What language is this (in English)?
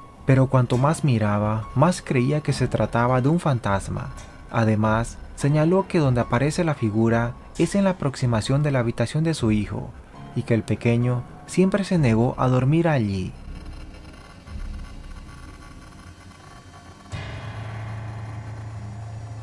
Spanish